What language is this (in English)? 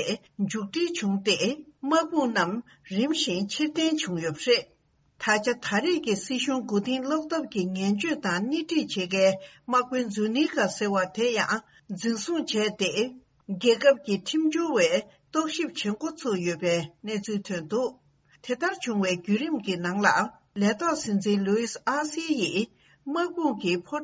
Tibetan